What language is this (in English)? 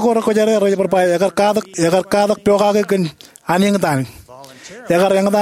Marshallese